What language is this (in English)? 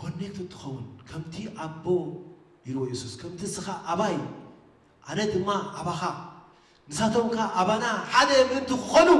Tigrinya